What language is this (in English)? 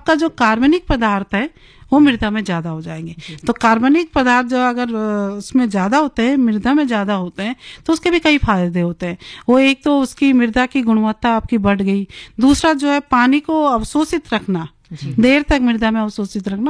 Hindi